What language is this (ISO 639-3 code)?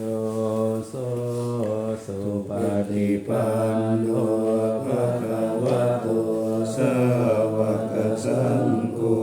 pli